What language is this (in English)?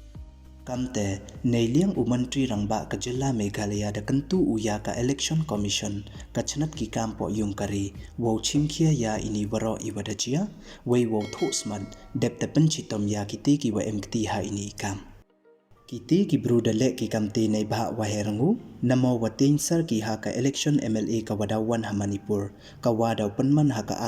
Pnar